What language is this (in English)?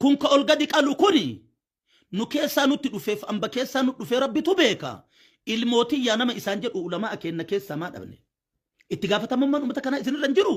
Oromo